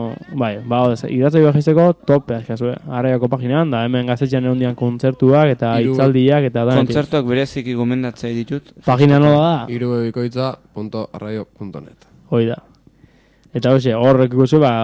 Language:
Basque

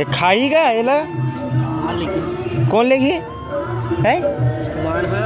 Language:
Chhattisgarhi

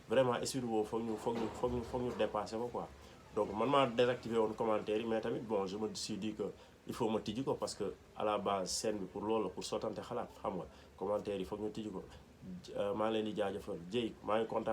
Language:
Wolof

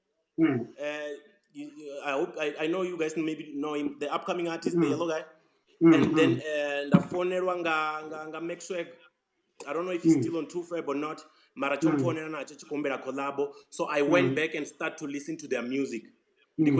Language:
Venda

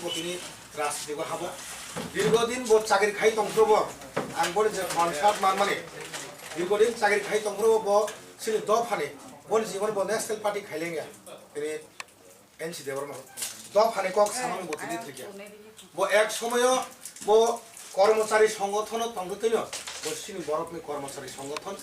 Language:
Kok Borok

